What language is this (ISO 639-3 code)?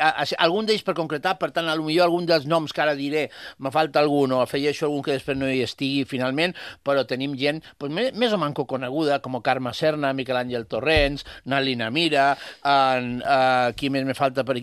cat